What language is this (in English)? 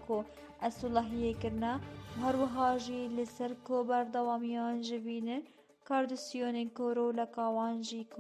Kurdish